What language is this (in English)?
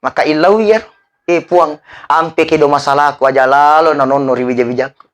Buginese